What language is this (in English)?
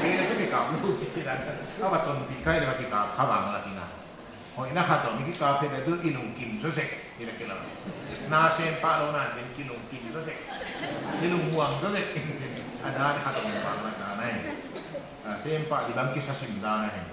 Paite Chin